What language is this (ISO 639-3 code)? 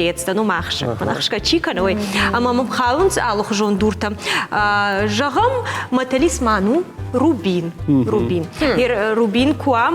oss